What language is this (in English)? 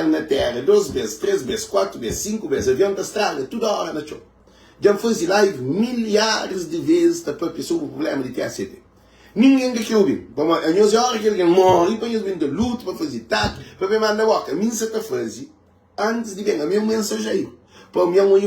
Kabuverdianu